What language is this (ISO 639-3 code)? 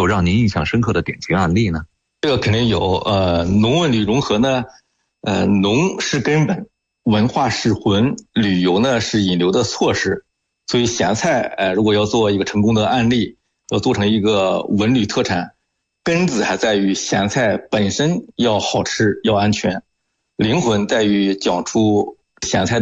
zho